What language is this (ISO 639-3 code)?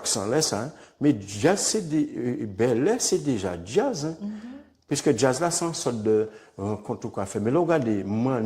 gcf